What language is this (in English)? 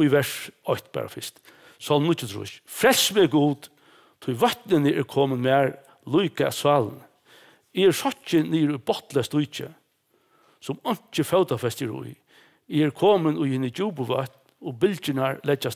Faroese